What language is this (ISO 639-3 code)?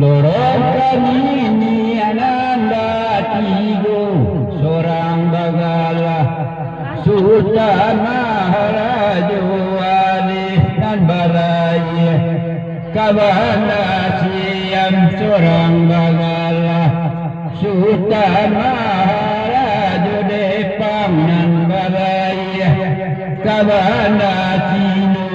min